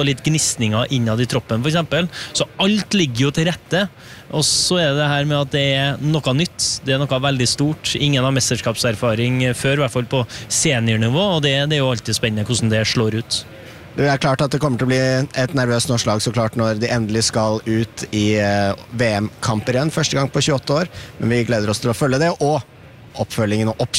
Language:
Norwegian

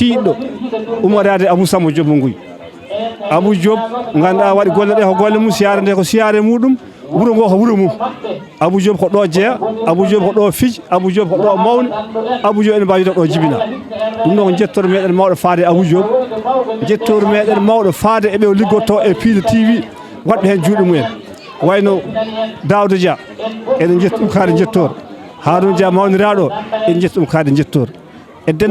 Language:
Fula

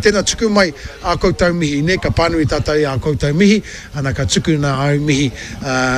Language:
Māori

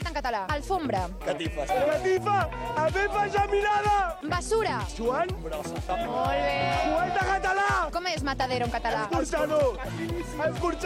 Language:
Catalan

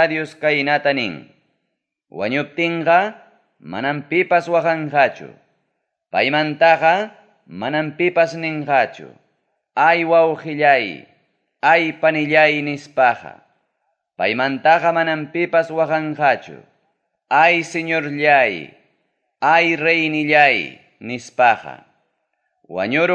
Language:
Ayacucho Quechua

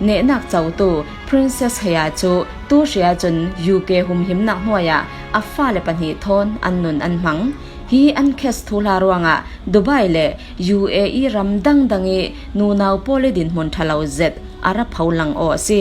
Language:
Falam Chin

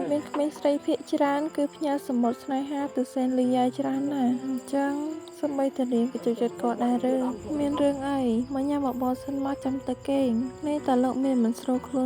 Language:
Khmer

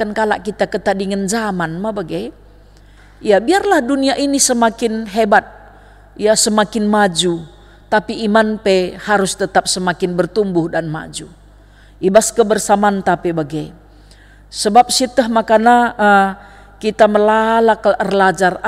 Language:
Batak Karo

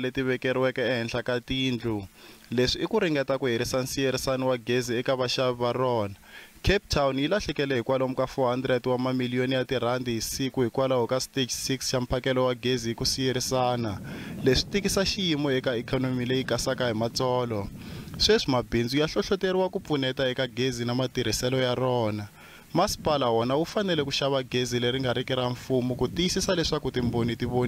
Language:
Tsonga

